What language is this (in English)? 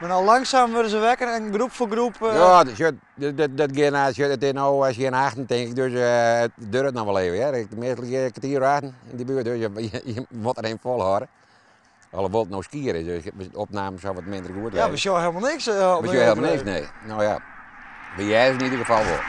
Western Frisian